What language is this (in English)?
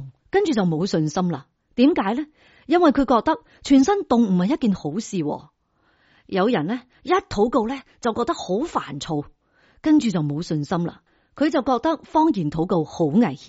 Cantonese